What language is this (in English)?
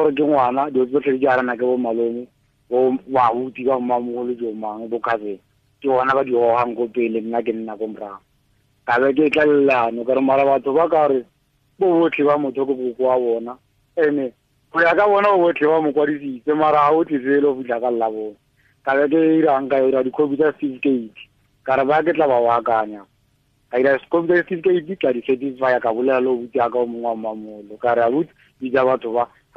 Tswana